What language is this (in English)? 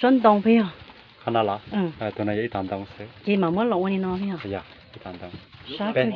Hmong